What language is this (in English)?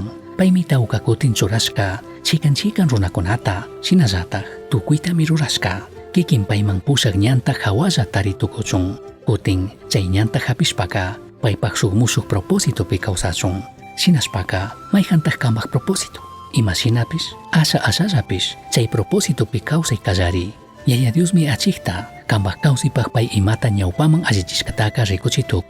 Chimborazo Highland Quichua